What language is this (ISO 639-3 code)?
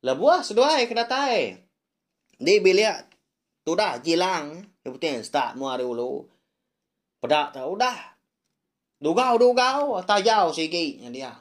iba